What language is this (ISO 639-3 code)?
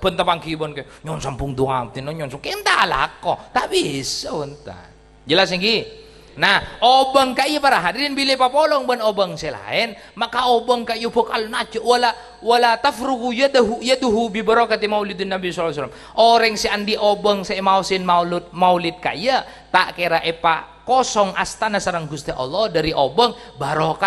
mad